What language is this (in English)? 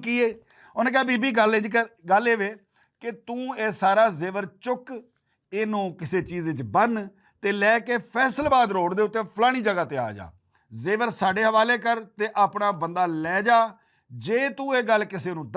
Western Panjabi